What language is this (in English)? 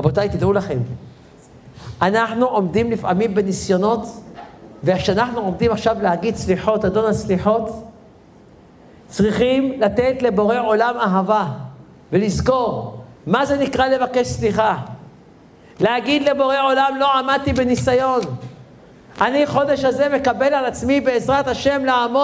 Hebrew